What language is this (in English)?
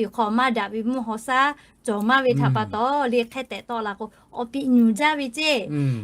Lahu